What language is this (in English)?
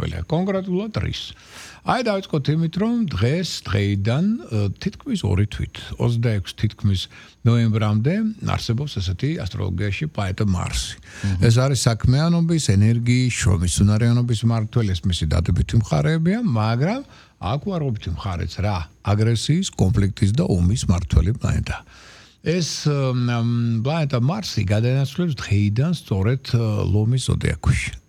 Georgian